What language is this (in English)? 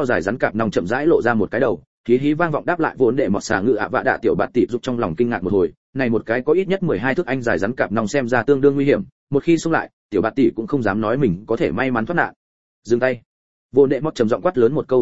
Vietnamese